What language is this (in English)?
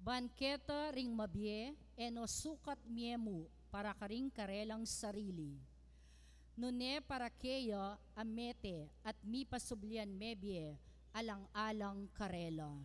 Pampanga